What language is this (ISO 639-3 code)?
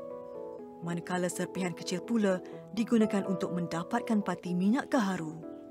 msa